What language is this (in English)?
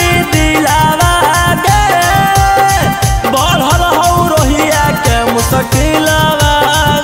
Magahi